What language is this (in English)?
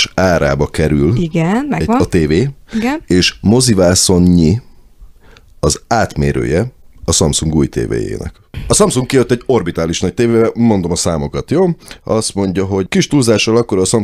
Hungarian